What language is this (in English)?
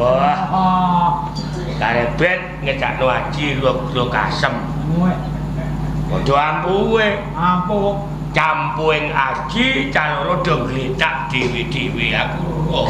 Javanese